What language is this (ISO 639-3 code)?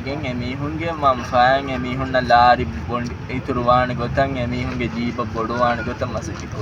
div